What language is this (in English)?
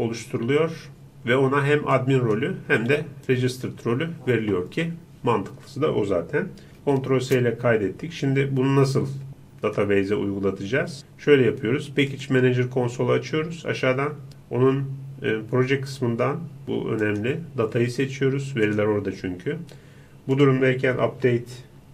Turkish